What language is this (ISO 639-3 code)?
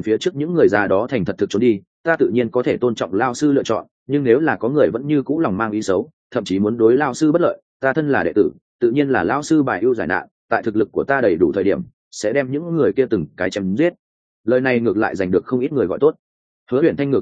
vie